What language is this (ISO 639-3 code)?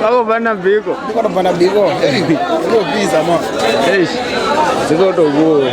ven